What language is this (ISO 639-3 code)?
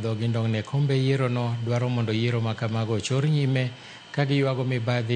luo